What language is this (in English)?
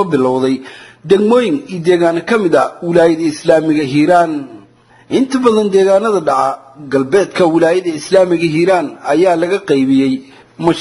Somali